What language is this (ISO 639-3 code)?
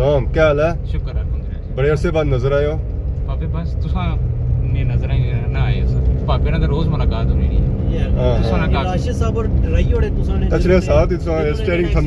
phr